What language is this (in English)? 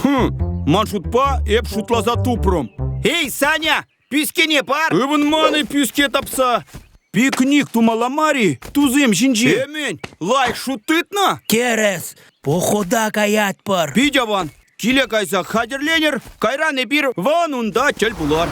Chuvash